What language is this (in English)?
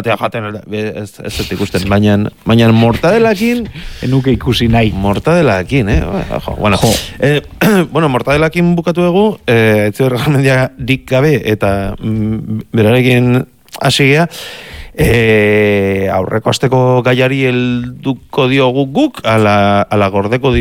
Basque